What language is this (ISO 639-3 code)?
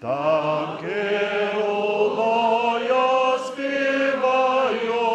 hsb